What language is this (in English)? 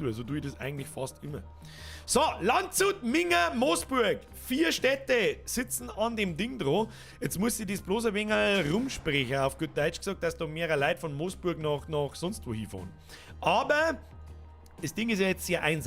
Bavarian